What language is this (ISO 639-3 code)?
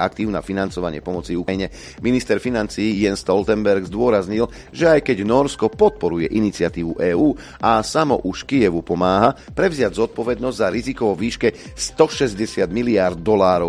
slk